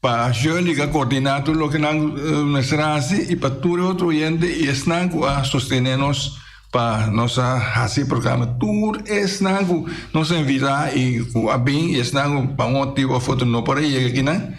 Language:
Papiamento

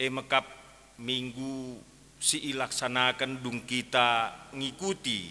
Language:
Batak Karo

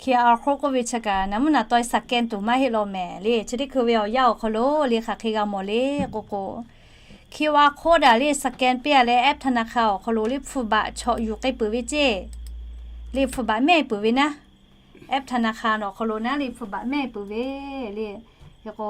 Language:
Lahu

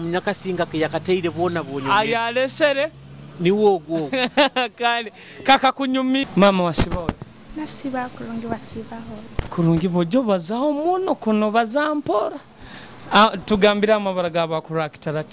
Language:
Nyoro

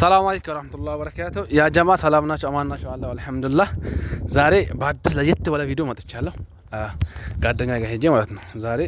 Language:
Amharic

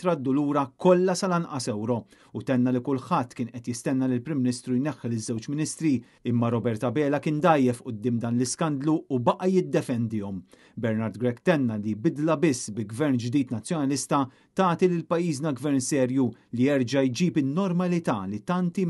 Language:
Maltese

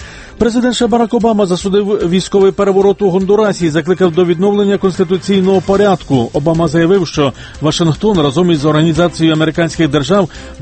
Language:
Ukrainian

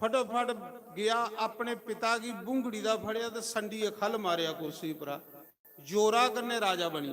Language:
Dogri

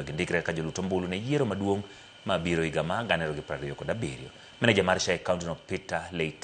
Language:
Luo (Kenya and Tanzania)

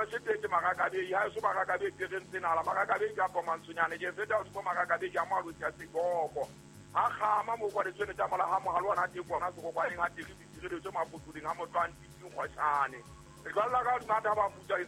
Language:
Southern Sotho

